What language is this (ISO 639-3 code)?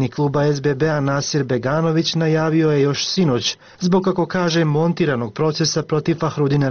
bos